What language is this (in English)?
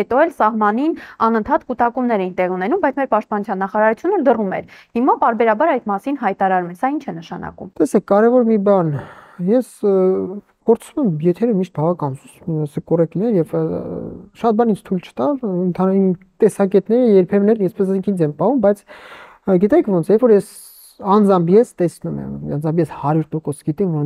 Armenian